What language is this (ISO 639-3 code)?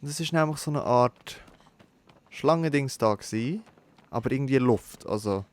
gsw